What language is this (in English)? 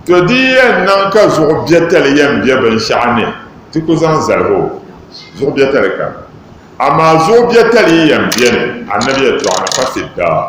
Dagbani